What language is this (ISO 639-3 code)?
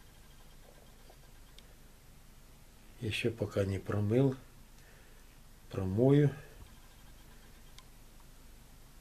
rus